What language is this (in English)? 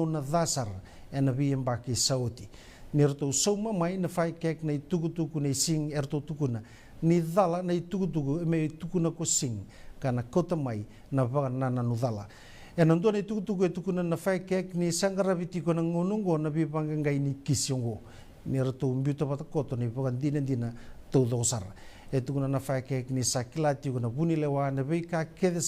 Fijian